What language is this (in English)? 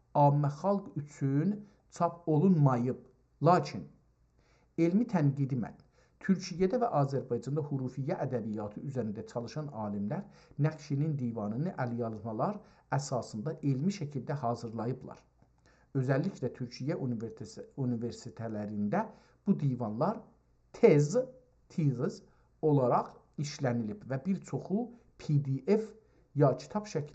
South Azerbaijani